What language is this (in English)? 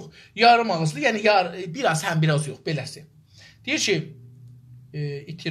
South Azerbaijani